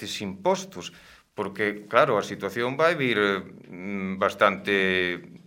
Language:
Galician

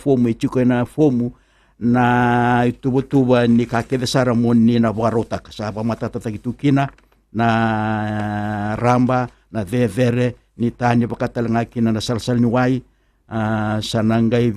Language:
Fijian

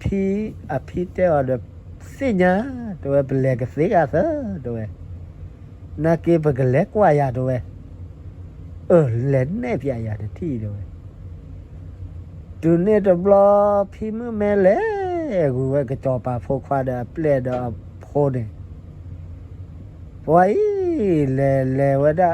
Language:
S'gaw Karen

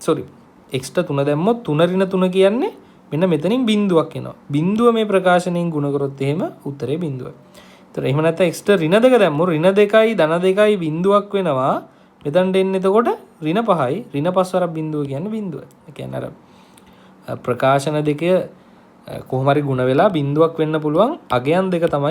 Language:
Sinhala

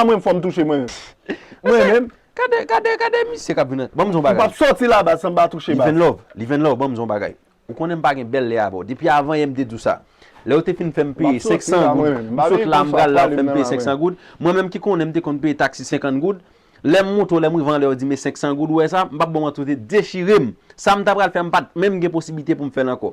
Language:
Haitian Creole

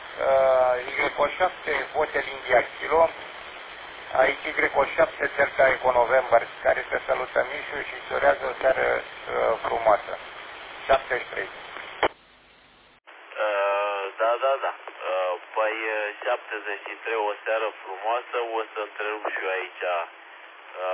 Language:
Romanian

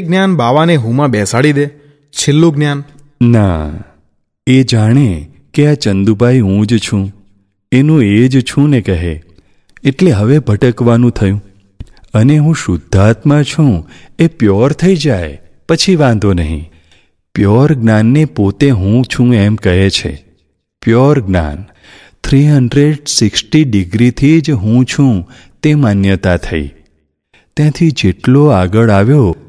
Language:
Gujarati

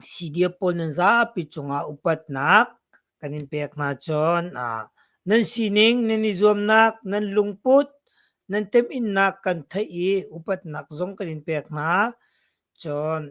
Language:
Hakha Chin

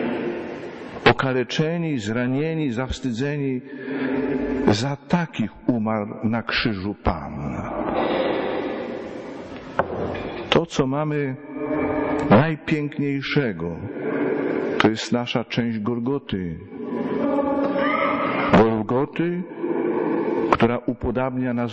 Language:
Polish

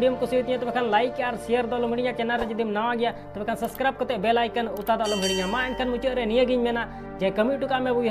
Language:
Santali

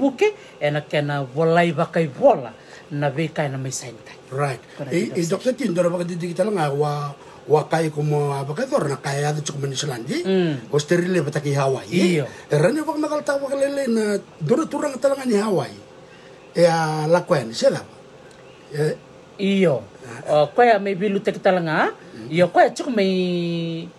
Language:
Fijian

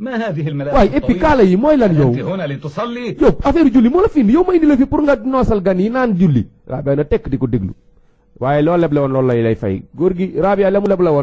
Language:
Wolof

